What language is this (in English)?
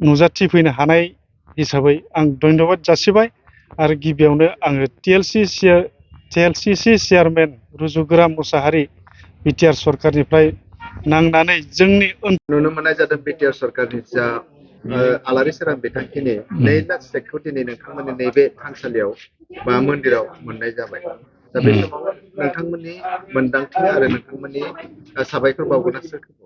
Bodo